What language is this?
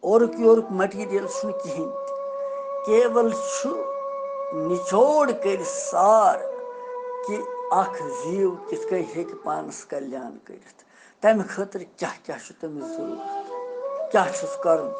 Kashmiri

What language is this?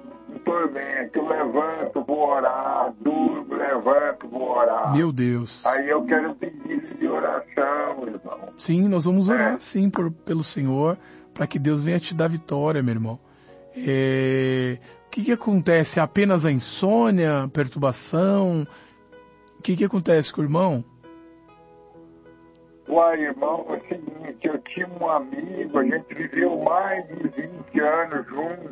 Portuguese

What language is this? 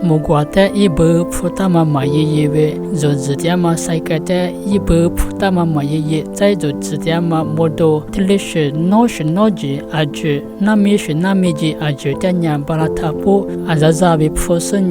Lisu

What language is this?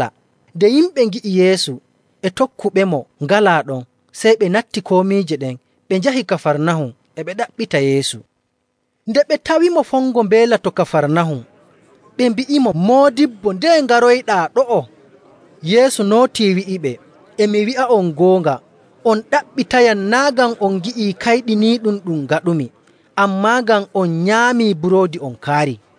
Nigerian Fulfulde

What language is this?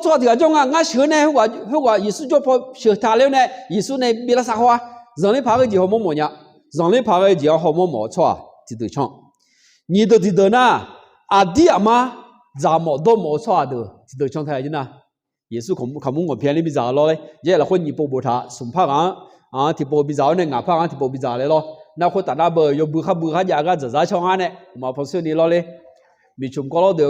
Akha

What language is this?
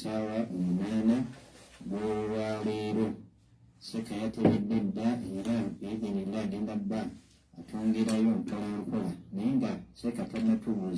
Ganda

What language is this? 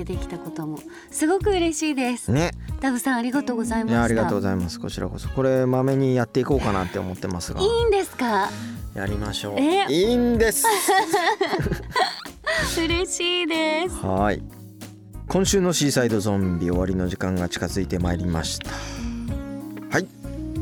Japanese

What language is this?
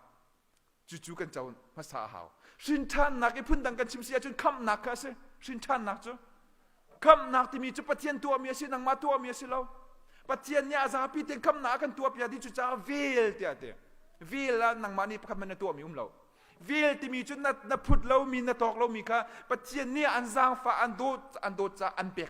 Hakha Chin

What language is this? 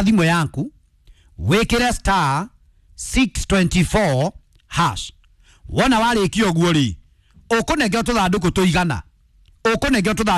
Kikuyu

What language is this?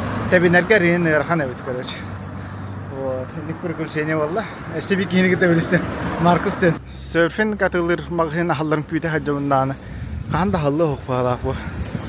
Yakut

